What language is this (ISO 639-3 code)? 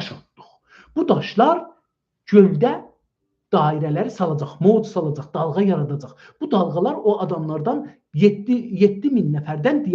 azb